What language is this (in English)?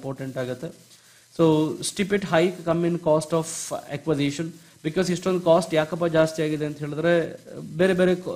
Kannada